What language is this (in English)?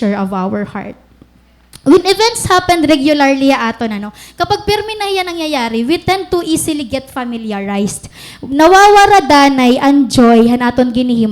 Waray